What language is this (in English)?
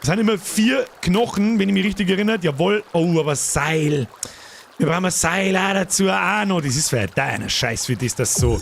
Bavarian